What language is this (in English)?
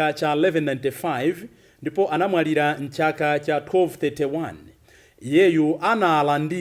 Nyanja